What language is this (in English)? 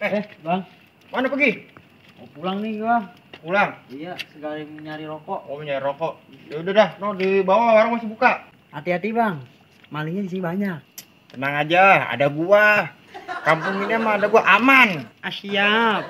Betawi